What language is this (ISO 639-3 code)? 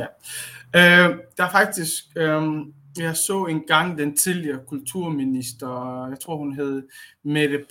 dan